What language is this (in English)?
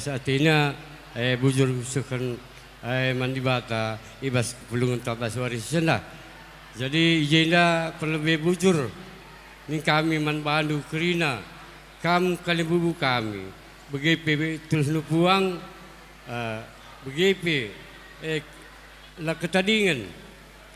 Batak Karo